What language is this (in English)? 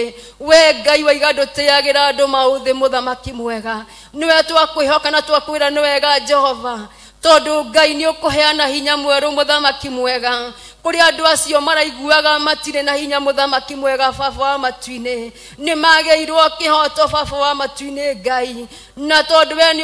Kikuyu